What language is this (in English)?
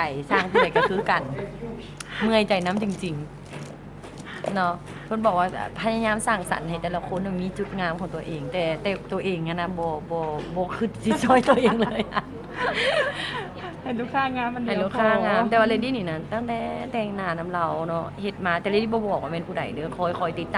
Lao